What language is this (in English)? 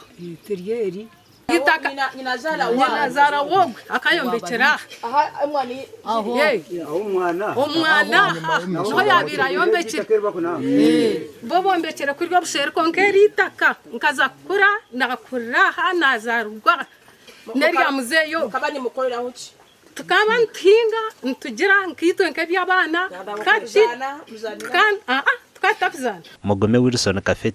Nyankole